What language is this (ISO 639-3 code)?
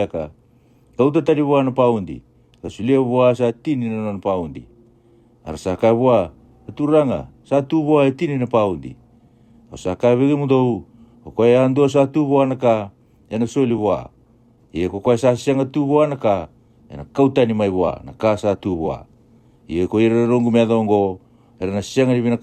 fij